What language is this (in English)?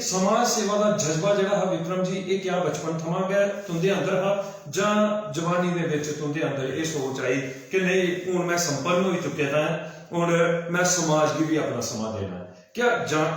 Dogri